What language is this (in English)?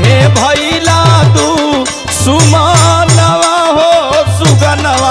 Bhojpuri